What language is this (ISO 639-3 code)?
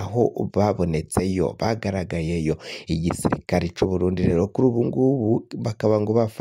run